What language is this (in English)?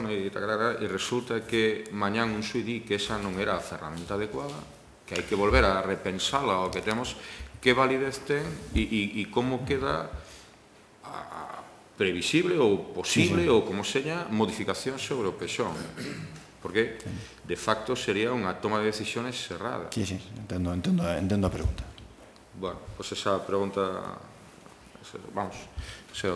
Galician